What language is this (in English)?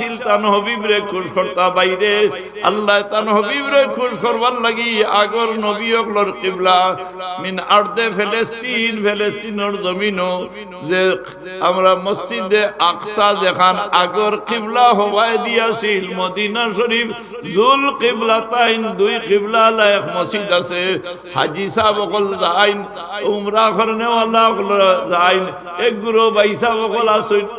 Sylheti